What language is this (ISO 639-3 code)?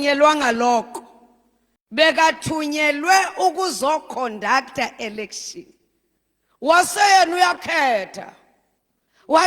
zul